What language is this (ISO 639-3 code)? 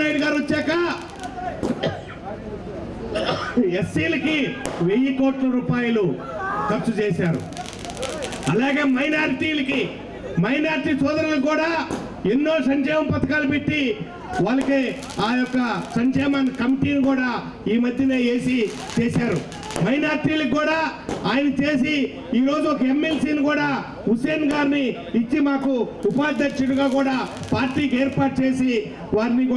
tel